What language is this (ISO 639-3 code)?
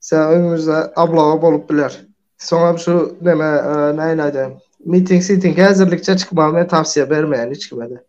tuk